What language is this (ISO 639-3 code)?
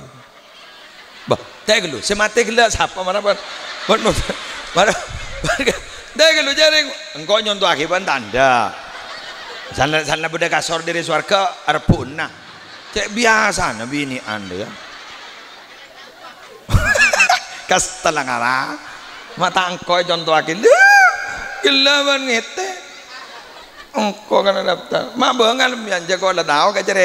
mad